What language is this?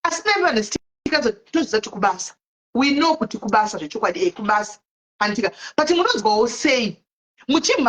Shona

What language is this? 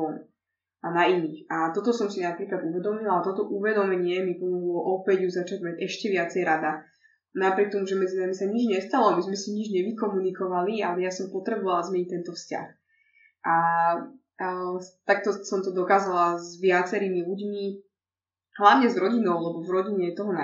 Slovak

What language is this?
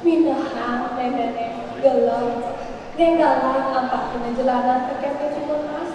Balinese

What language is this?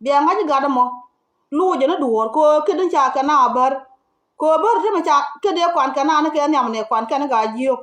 Nuer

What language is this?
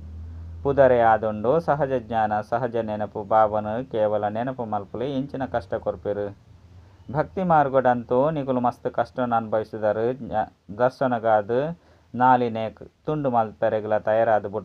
Tulu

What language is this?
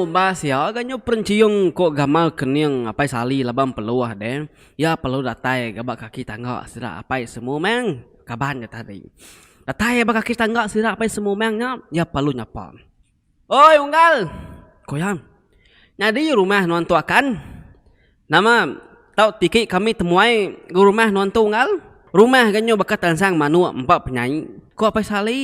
Iban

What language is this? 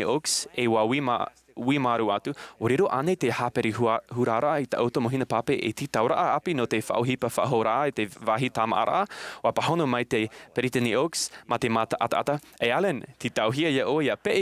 Tahitian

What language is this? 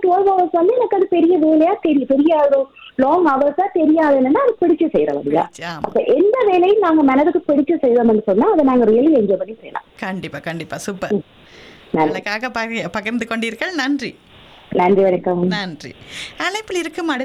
Tamil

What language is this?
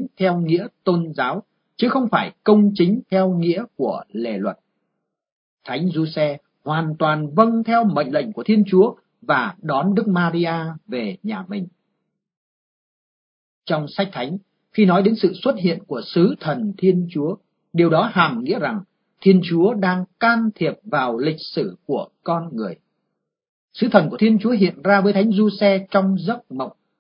Vietnamese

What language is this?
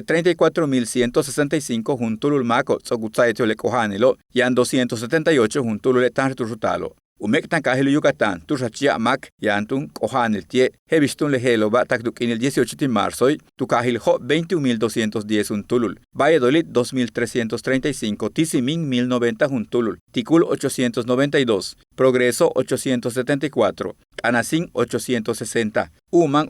Yucateco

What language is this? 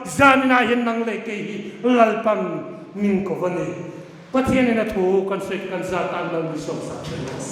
Hmar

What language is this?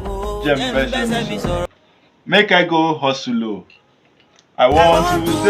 Nigerian Pidgin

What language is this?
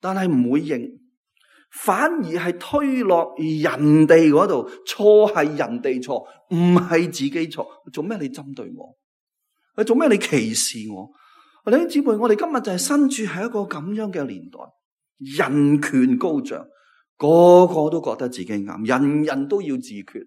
Cantonese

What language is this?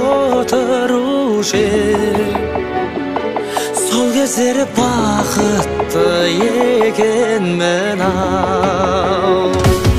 Kazakh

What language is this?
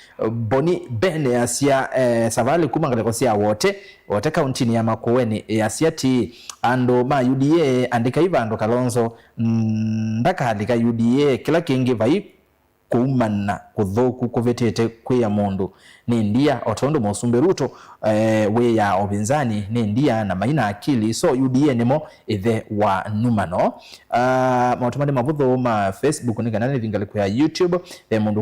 Kamba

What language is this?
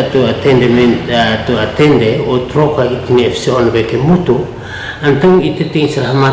Tetum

